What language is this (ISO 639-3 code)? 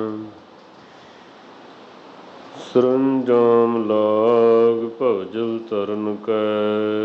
pan